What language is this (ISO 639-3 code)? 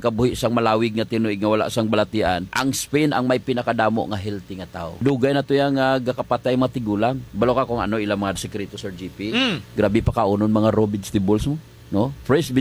hil